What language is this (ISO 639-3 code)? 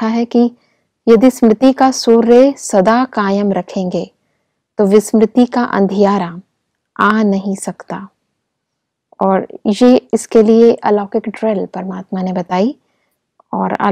hin